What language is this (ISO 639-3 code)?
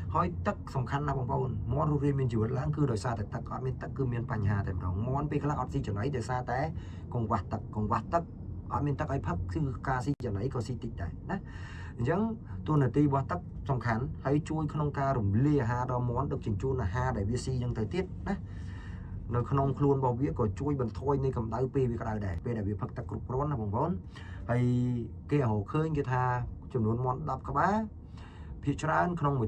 khm